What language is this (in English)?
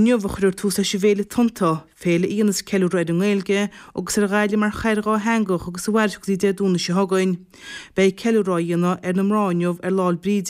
Irish